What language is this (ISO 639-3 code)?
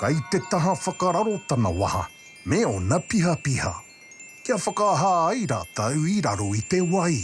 mri